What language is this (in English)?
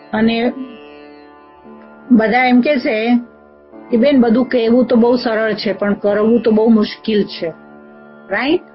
Gujarati